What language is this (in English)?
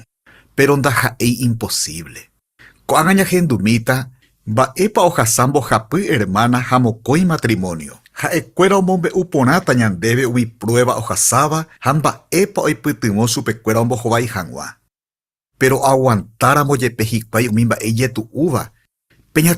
Guarani